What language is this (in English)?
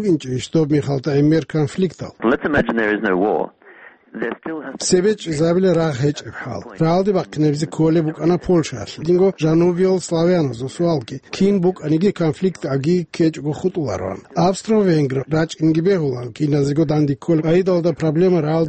Avaric